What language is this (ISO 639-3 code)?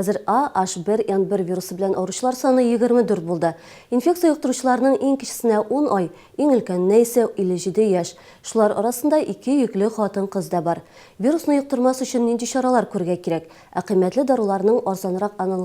tat